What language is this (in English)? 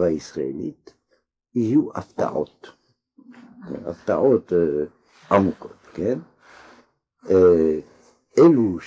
Hebrew